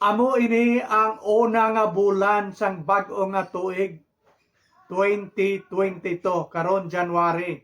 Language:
Hiligaynon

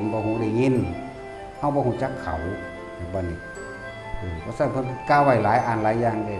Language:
Northeastern Thai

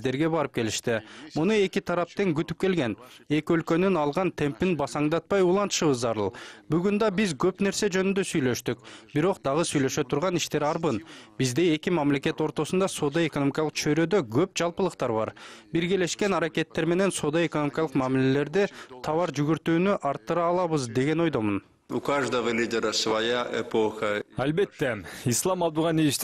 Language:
Kyrgyz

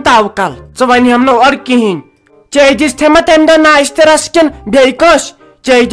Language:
Kashmiri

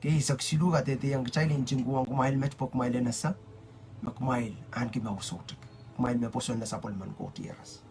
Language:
Pohnpeian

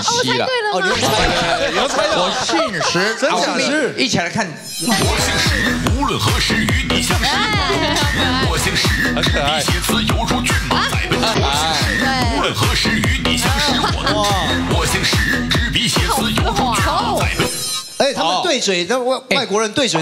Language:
Chinese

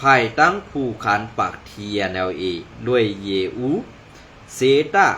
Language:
Shan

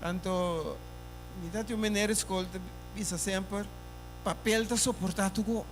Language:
Papiamento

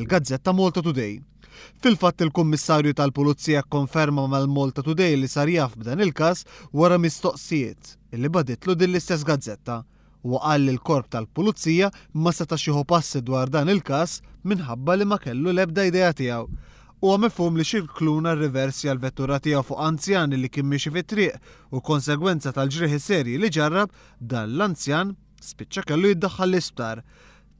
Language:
Maltese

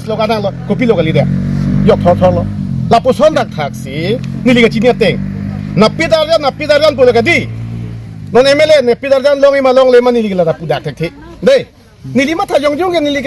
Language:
Karbi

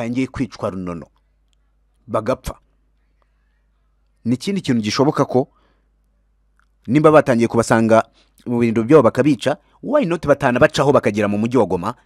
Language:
Kinyarwanda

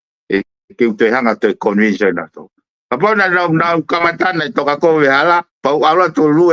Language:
Tongan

